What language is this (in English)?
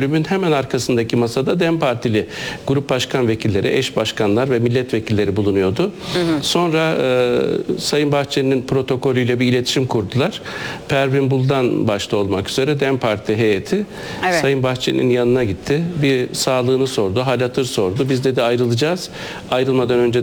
Turkish